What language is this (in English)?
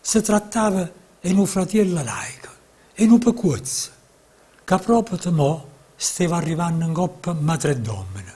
Neapolitan